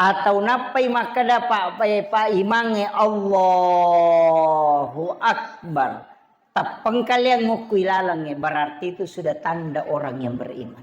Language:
Buginese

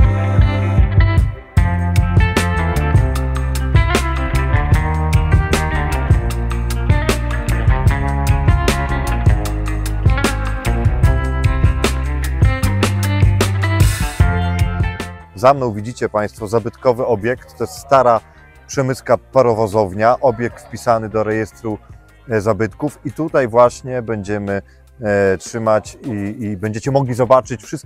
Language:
Polish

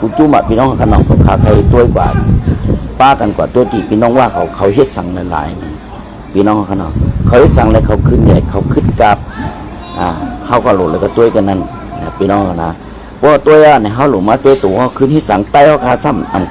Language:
Shan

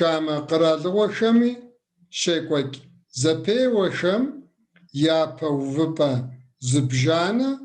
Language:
Kabardian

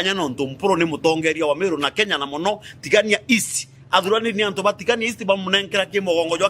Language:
Meru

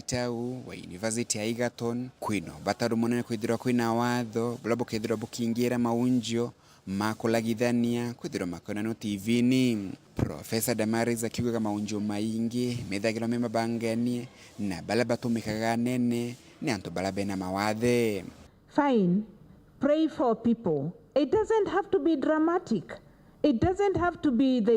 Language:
Meru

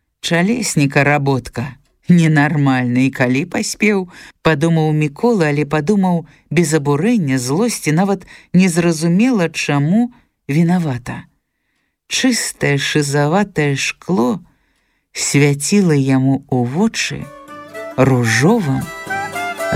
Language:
Belarusian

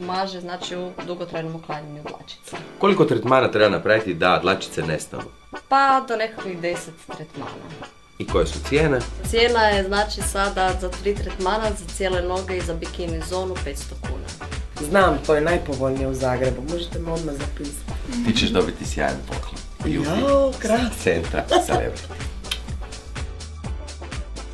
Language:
Croatian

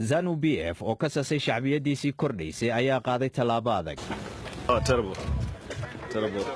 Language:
Somali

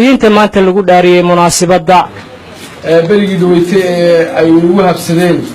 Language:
Somali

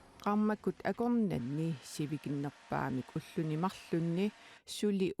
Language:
Kalaallisut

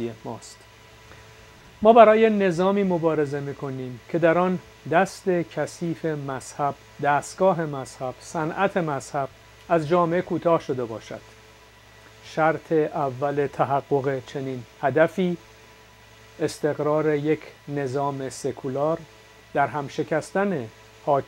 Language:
Persian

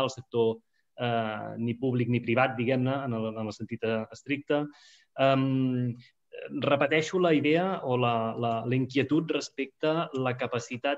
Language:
Catalan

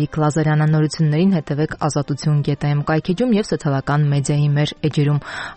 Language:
Armenian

